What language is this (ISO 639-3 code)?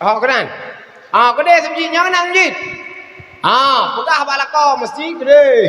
ace